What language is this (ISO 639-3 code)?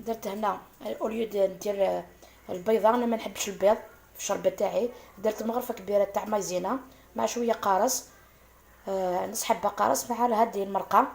arq